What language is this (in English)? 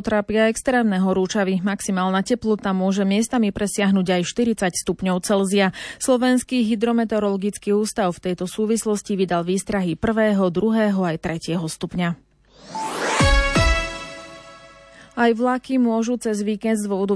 Slovak